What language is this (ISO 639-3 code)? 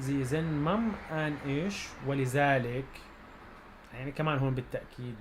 apc